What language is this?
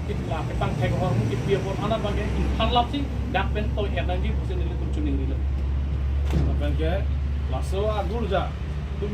Karbi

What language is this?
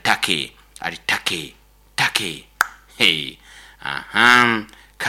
Nyoro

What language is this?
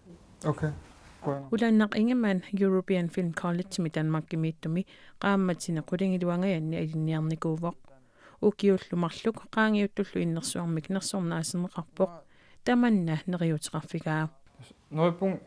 Kalaallisut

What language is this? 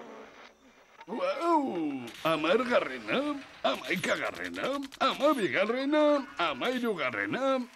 Basque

